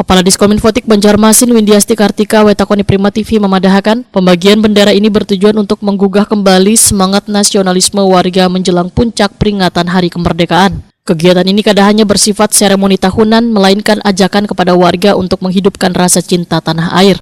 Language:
Banjar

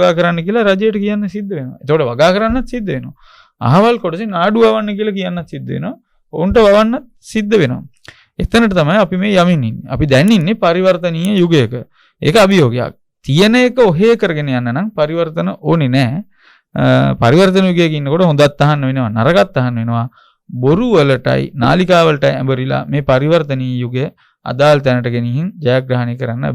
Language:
Sinhala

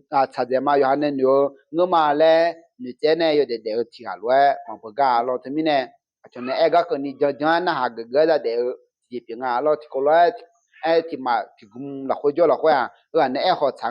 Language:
Akha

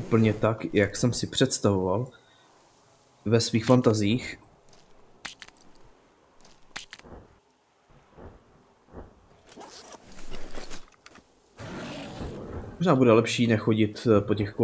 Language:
Czech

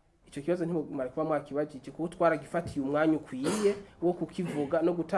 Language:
Rundi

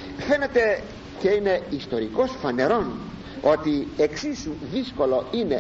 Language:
Greek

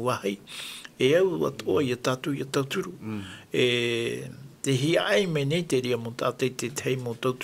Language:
Tahitian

